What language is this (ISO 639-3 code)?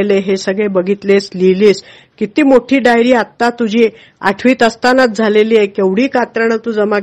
mar